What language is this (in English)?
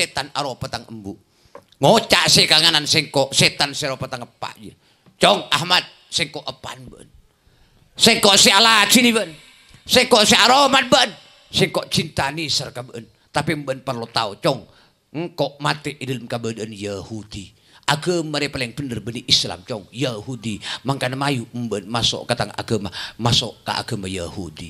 Madurese